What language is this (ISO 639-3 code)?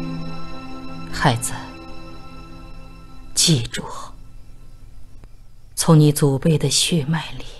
zho